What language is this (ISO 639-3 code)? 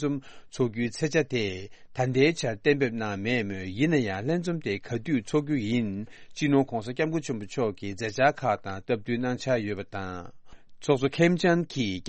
bod